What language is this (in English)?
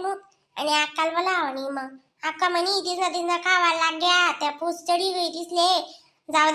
Khandesi